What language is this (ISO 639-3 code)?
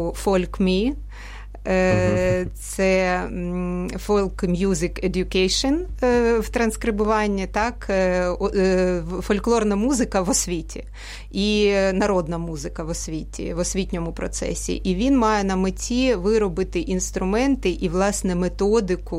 ukr